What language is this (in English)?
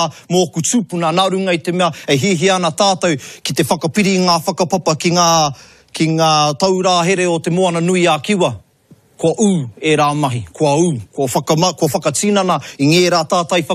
Māori